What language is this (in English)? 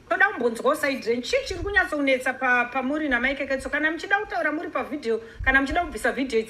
Shona